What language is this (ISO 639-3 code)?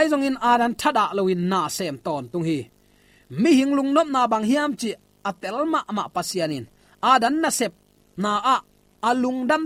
ctd